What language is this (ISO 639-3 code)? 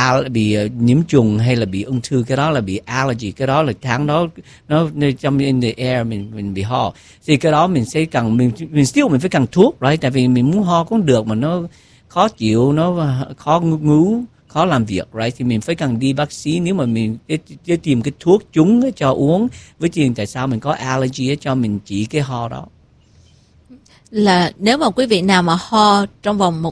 vie